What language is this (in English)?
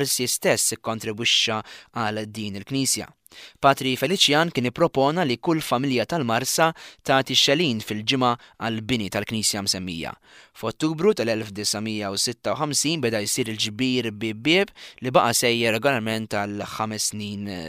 Maltese